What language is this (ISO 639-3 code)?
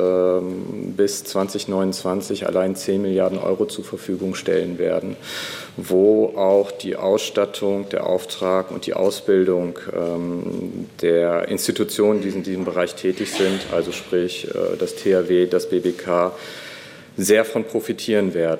deu